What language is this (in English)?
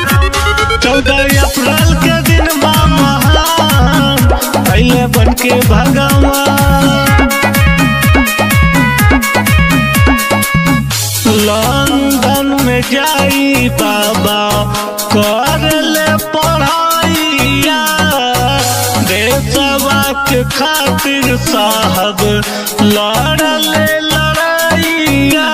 Bhojpuri